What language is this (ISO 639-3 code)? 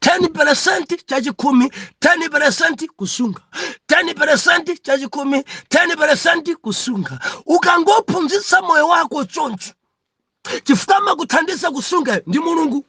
nya